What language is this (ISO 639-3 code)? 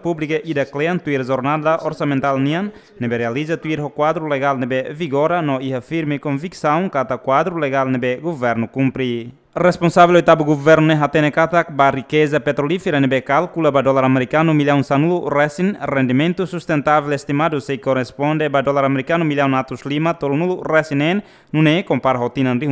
tet